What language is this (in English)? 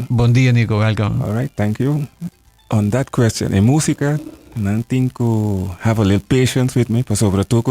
Papiamento